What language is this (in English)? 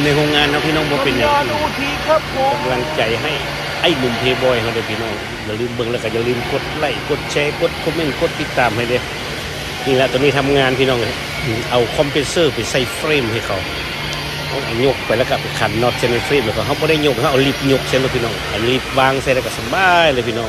Northeastern Thai